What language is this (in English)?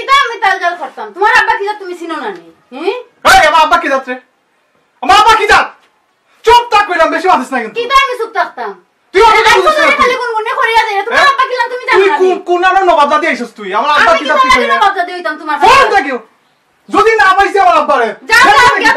Sylheti